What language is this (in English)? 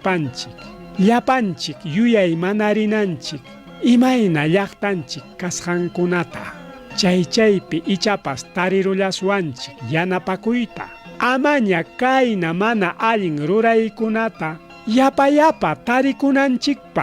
Ayacucho Quechua